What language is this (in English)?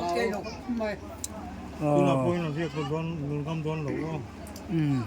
Mizo